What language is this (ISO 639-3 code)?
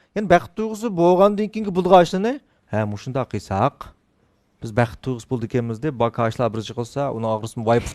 uig